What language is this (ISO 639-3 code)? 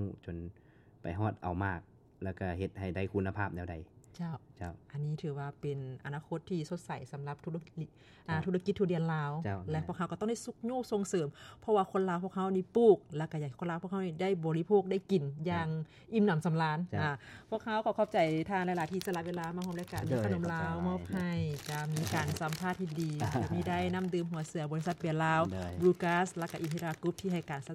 lao